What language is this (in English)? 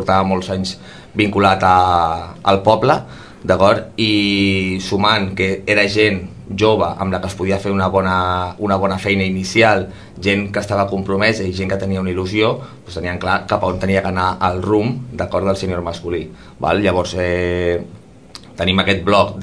Catalan